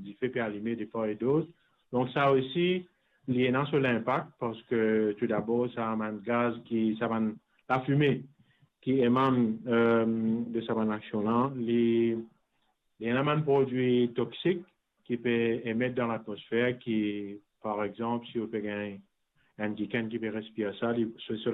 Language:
Morisyen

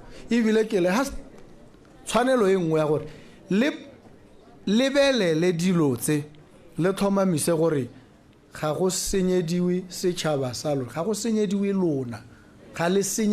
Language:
Tswana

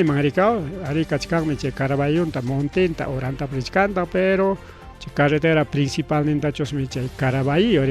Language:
Ayacucho Quechua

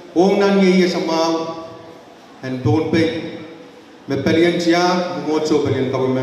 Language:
Pohnpeian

